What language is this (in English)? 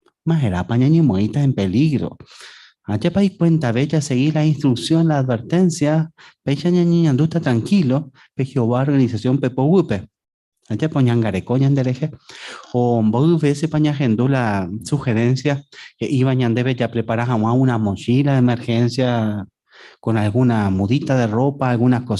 Guarani